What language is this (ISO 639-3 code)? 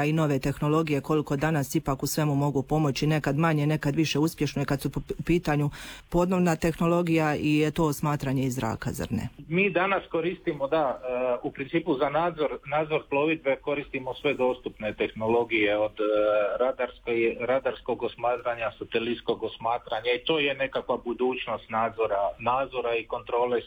hrv